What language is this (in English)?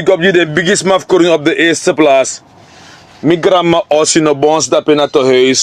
Sranan Tongo